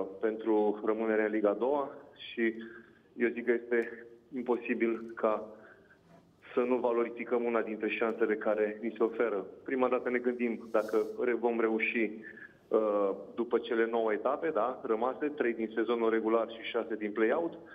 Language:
Romanian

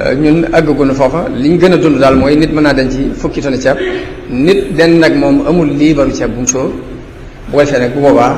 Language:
Wolof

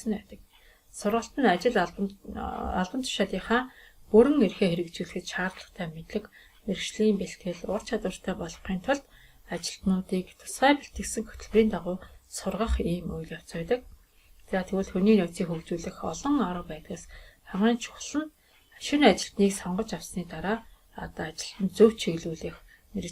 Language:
Mongolian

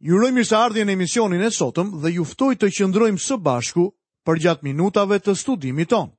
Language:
Albanian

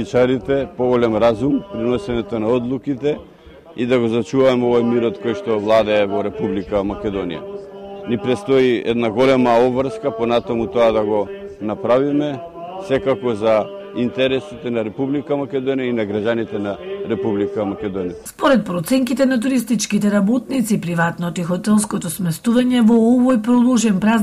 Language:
Macedonian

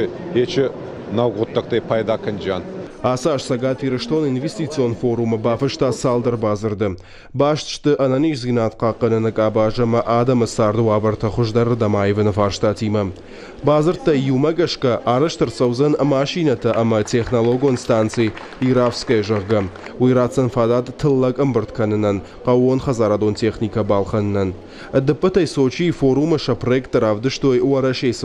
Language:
Ossetic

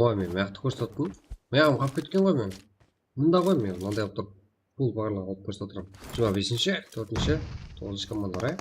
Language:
Kara-Kalpak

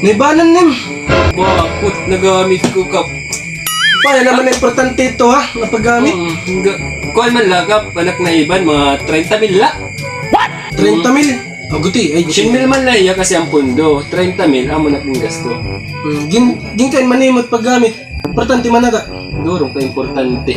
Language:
Waray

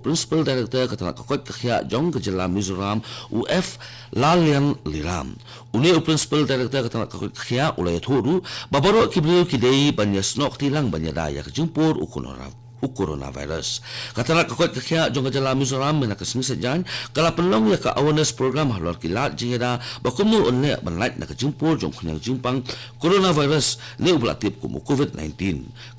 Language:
Khasi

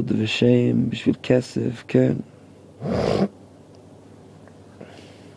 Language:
Hebrew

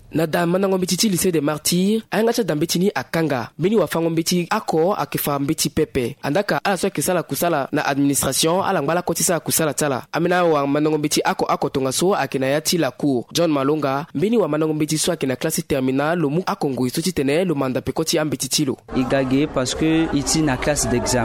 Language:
Sango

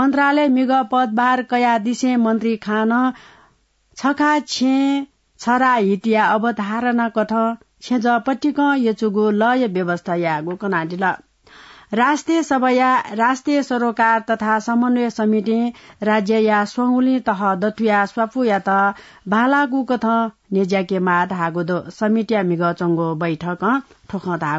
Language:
Newari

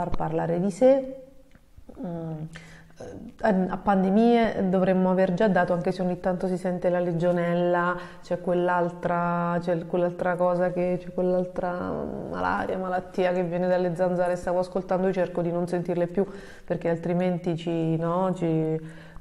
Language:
Italian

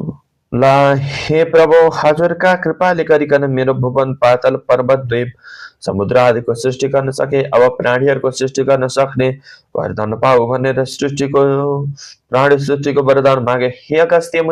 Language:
Nepali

